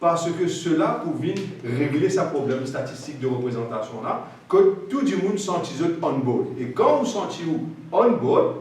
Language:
Morisyen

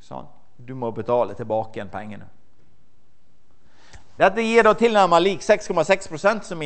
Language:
Norwegian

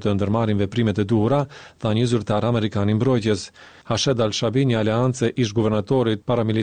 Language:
Albanian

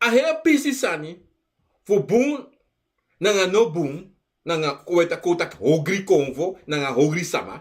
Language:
Sranan Tongo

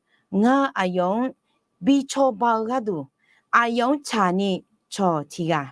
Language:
Akha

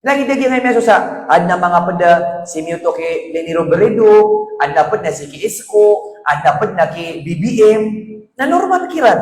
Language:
Maranao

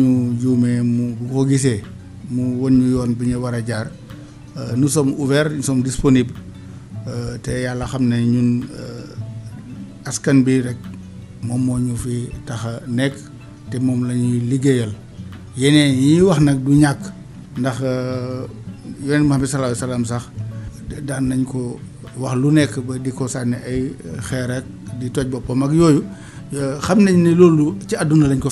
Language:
Wolof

